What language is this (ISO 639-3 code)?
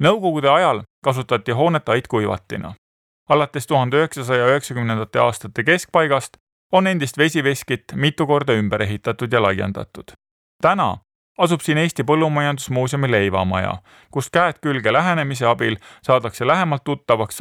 est